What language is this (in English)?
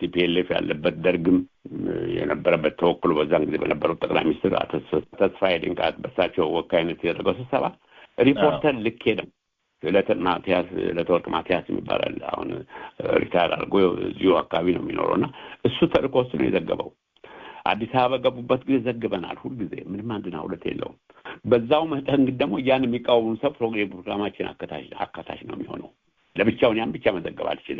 Amharic